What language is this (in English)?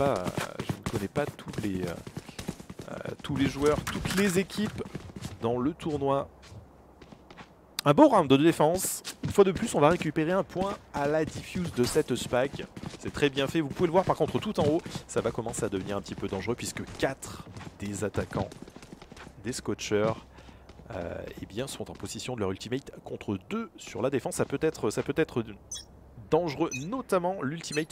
French